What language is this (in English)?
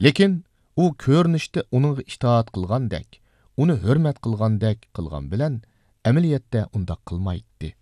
Uyghur